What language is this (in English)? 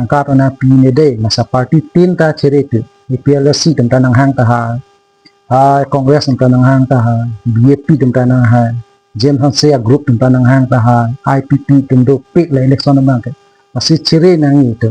Karbi